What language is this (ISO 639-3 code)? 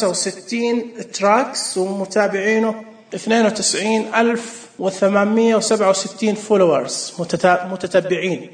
ars